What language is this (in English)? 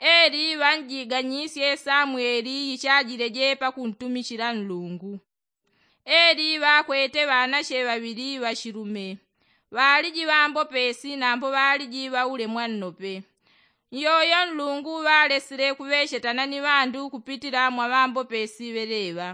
Yao